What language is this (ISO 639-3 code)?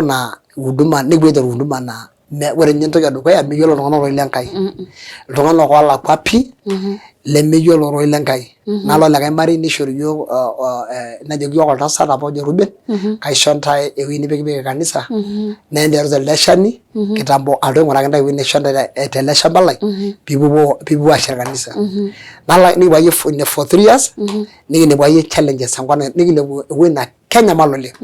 mas